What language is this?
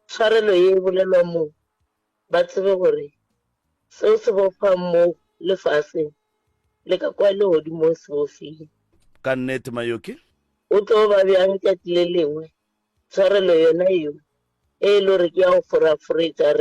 Northern Sotho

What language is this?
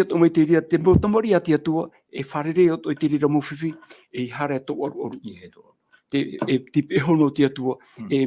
Tahitian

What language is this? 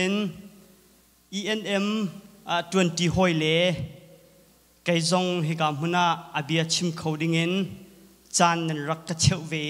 Thai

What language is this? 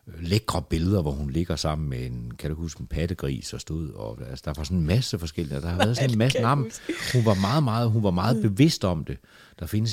Danish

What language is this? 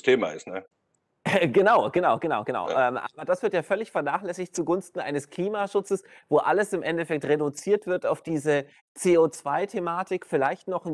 German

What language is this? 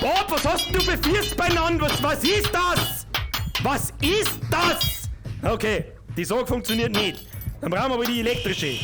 Bavarian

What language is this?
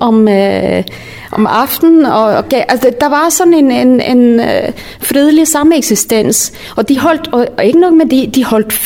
Danish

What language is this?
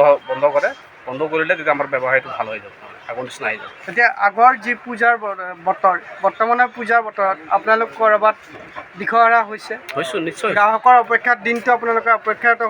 Assamese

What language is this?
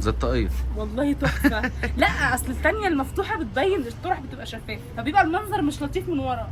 Egyptian Arabic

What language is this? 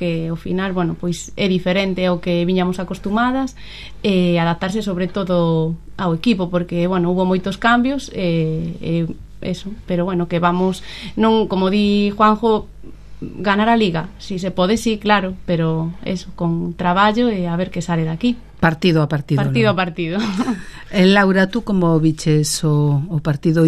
Galician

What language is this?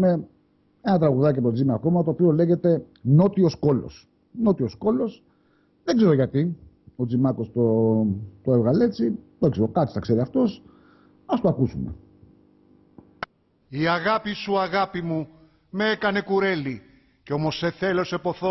Greek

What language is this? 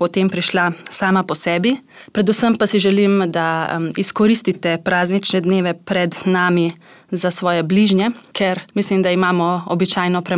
Slovenian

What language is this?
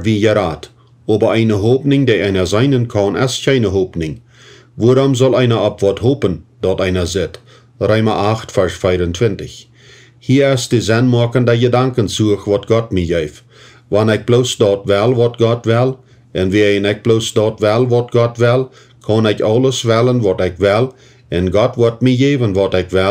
Plautdietsch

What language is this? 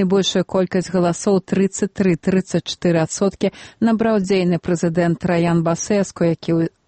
Belarusian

